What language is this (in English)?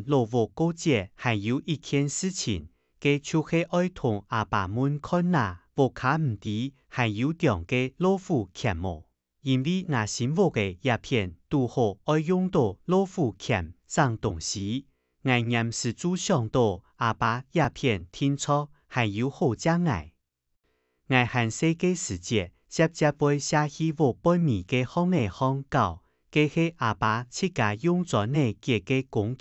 Hakka Chinese